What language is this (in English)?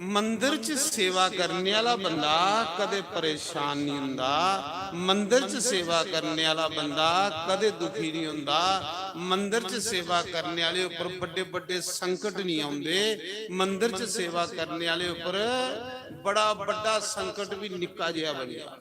Dogri